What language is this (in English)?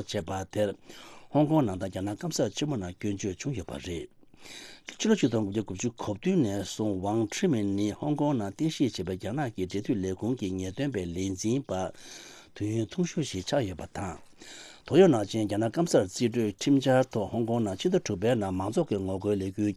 Tibetan